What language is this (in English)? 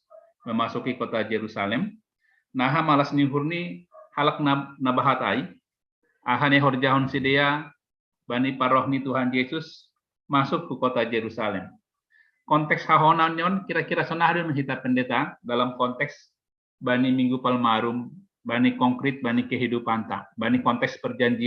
Batak Simalungun